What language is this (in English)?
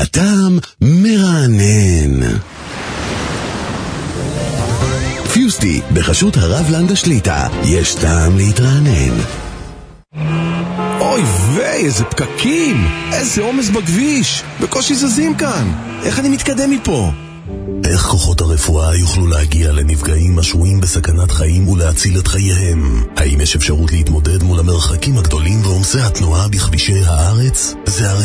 Hebrew